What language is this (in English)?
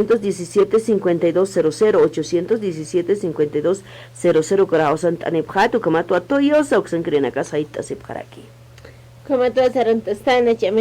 Aymara